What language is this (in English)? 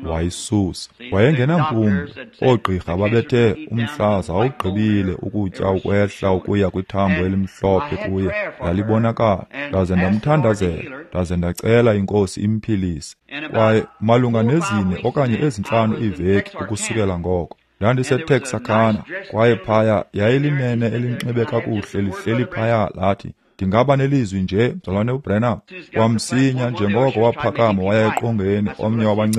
Xhosa